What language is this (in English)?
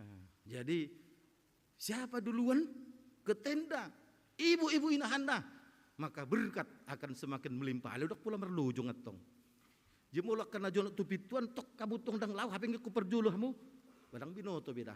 Batak Toba